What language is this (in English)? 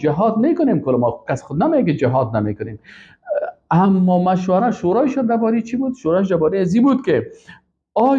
Persian